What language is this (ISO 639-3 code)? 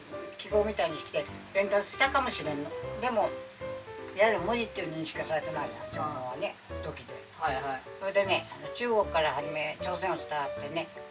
jpn